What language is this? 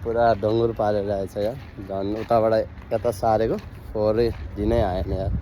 Nepali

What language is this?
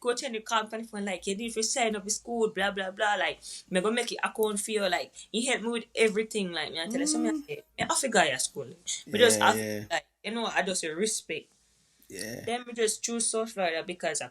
Jamaican Creole English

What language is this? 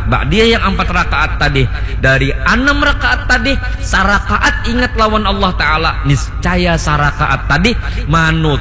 Banjar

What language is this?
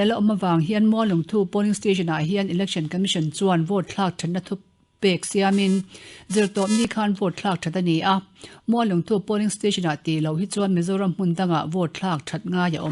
Mizo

